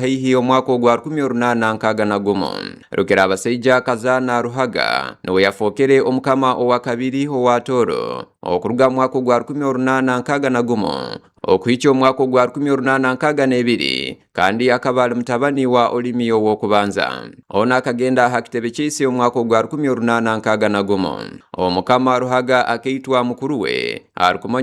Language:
Tooro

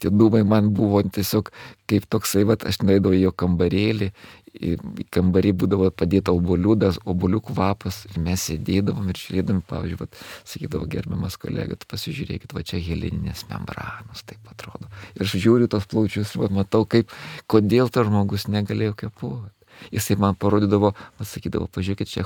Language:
Lithuanian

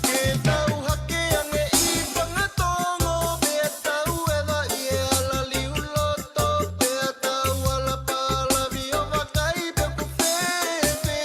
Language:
Tongan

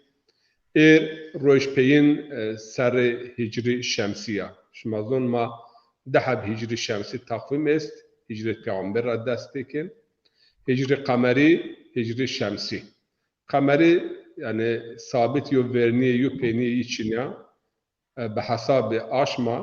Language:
Zaza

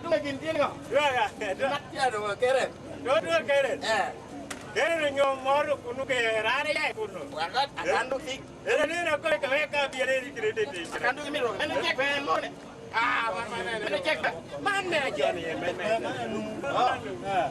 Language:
Lango (Uganda)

